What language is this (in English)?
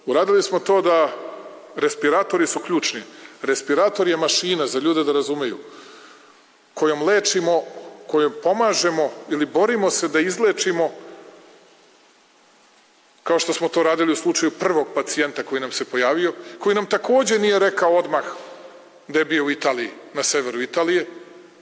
Serbian